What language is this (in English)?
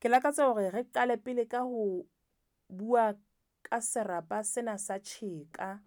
Southern Sotho